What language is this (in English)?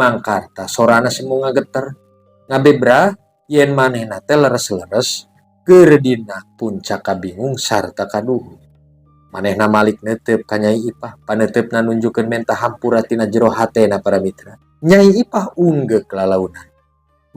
Sundanese